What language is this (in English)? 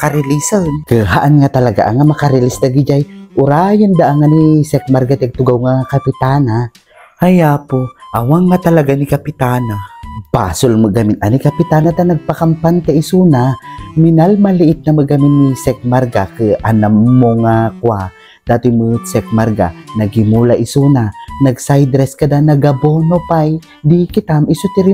Iloko